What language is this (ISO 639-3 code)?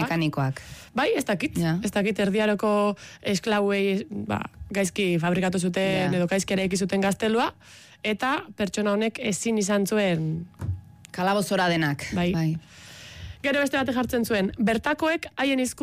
eus